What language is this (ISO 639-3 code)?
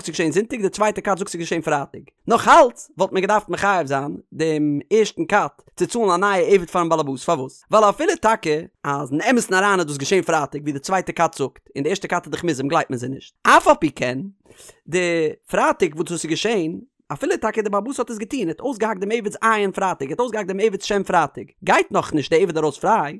yid